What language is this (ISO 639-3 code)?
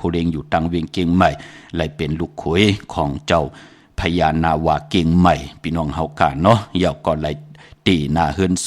shn